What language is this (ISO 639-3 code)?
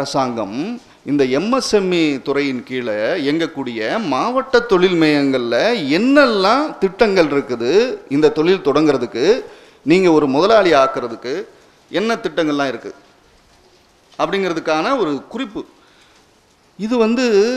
tam